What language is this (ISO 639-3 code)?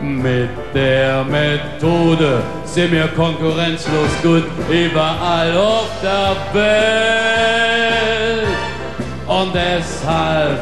pfl